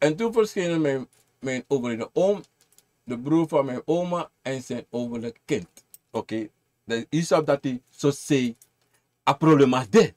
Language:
Sranan Tongo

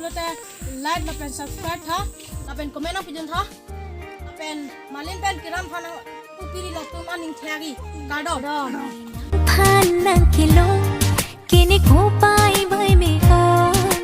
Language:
Karbi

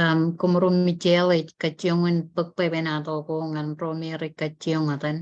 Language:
Marshallese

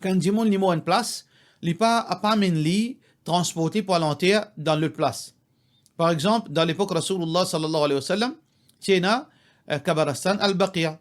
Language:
Morisyen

